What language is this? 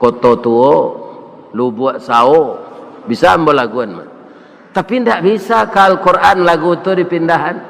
Minangkabau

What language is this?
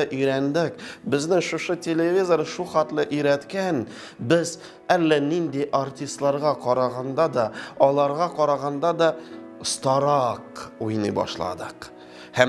Tatar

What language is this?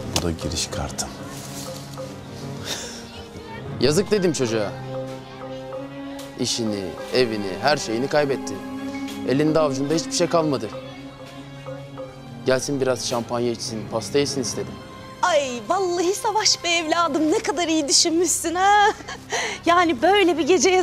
Turkish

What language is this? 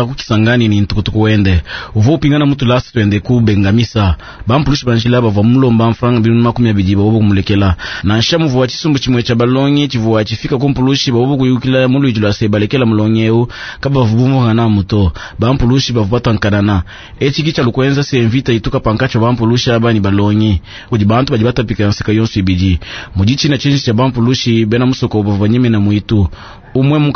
Luba-Lulua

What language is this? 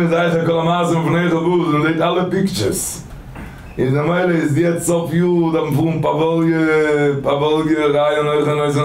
Yiddish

